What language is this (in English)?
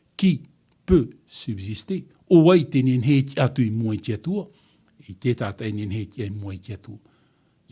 Tahitian